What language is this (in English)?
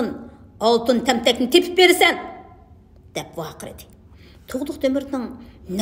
Uyghur